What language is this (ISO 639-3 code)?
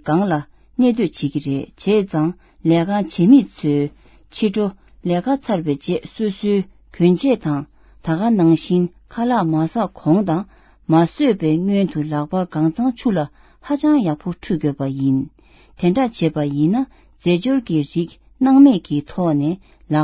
bod